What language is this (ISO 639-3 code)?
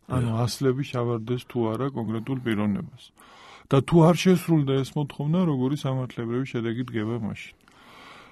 kat